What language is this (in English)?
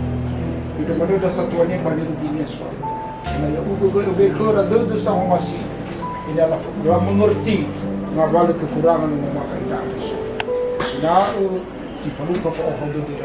Nias